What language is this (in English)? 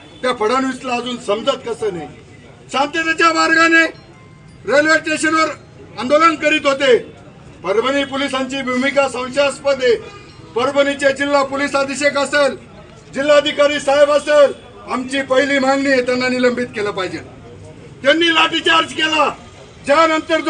Marathi